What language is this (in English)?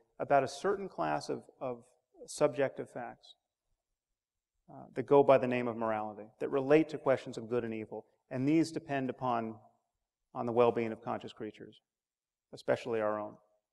English